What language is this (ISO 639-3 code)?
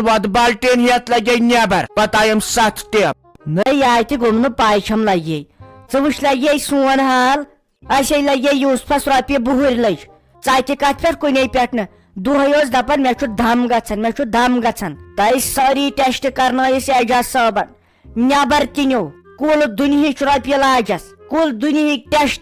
kas